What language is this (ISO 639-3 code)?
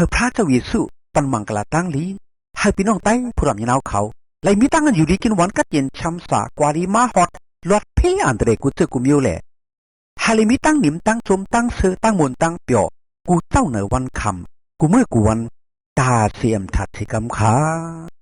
shn